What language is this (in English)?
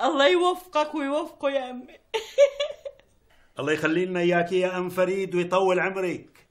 North Levantine Arabic